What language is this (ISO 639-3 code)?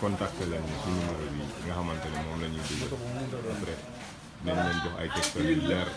wol